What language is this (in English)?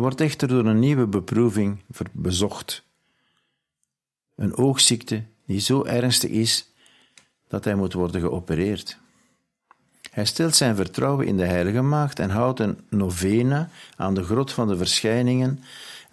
Dutch